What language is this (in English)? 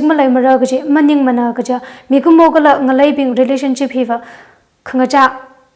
Tangkhul Naga (India)